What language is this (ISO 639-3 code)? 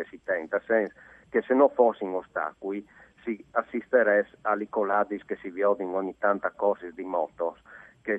fur